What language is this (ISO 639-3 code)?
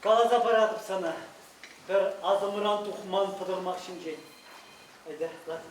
chv